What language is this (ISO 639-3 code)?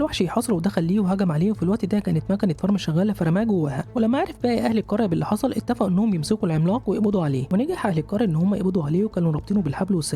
arz